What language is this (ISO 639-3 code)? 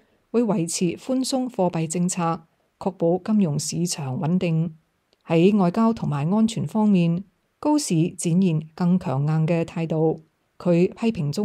yue